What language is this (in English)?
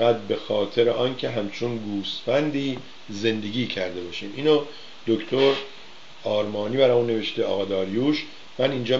Persian